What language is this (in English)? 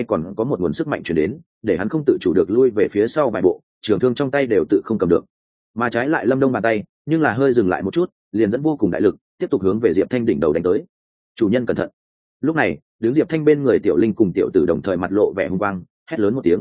Vietnamese